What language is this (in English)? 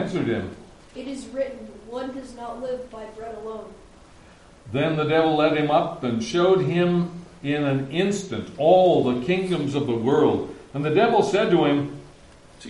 English